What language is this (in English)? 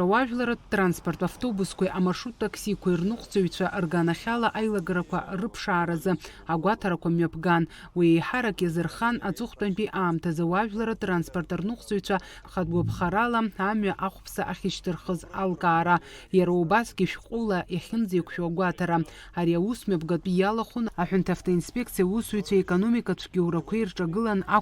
Abkhazian